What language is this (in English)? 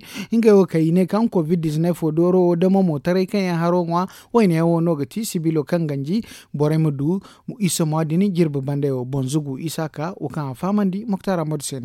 Zarma